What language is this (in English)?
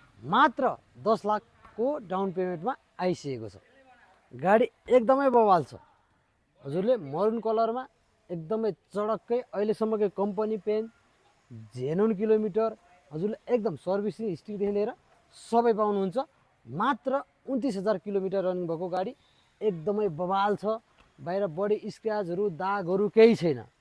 Nepali